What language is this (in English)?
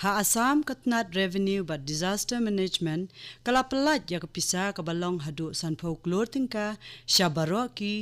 Khasi